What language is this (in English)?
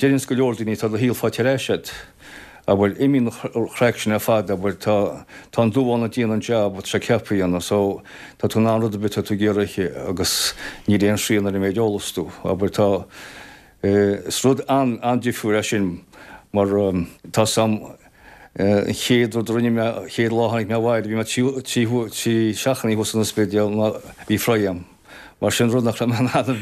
Irish